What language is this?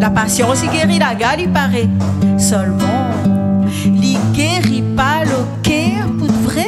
Réunion Creole French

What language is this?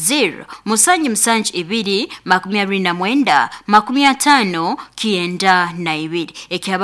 Nyoro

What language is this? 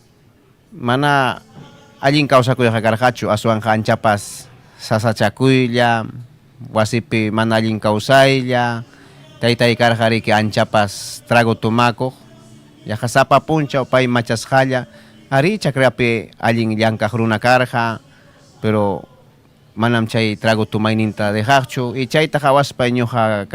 Ayacucho Quechua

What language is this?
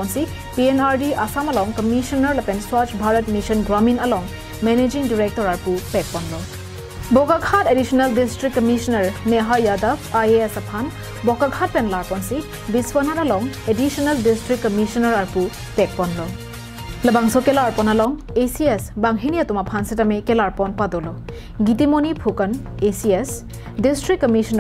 Karbi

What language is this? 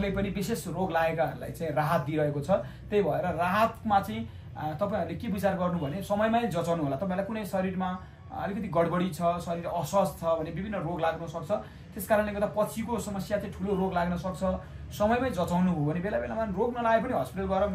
Nepali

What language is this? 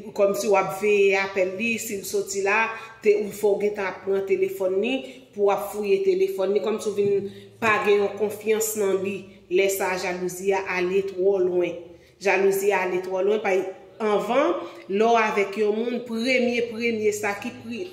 Haitian Creole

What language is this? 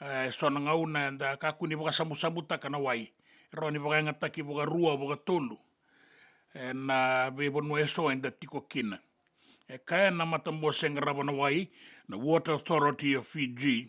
Fijian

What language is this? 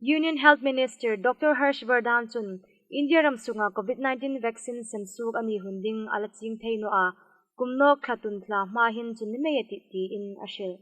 Hmar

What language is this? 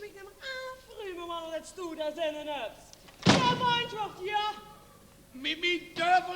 Limburgish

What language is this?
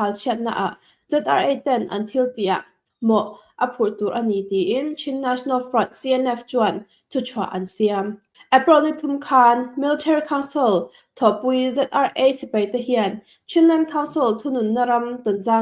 Mizo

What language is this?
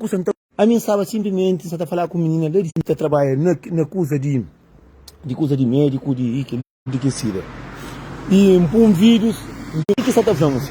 Kabuverdianu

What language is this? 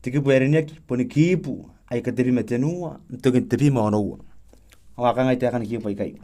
Gilbertese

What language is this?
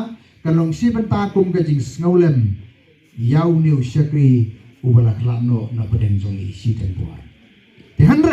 Khasi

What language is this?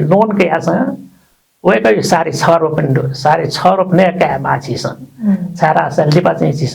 Newari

